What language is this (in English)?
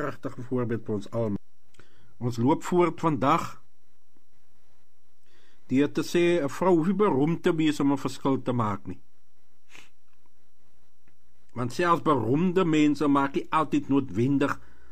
Afrikaans